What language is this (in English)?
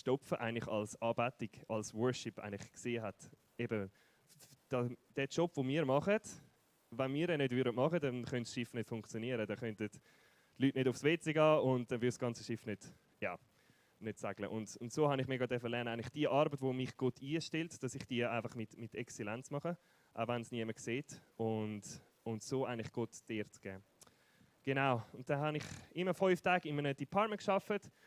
Swiss German